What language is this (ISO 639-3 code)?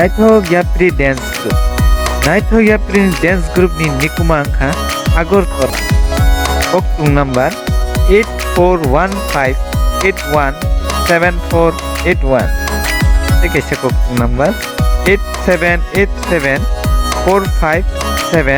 trp